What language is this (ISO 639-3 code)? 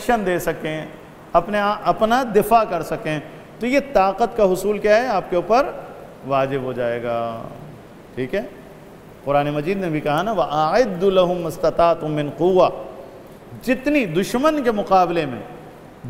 urd